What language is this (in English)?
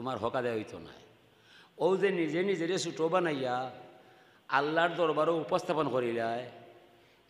Sylheti